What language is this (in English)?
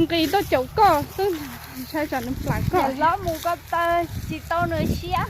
Hmong